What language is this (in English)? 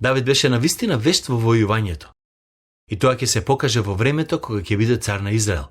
Macedonian